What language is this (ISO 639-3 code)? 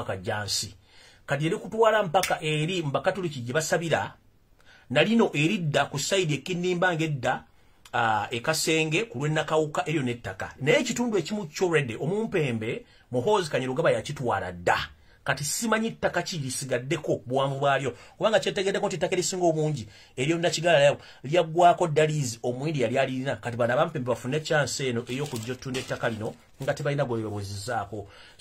lug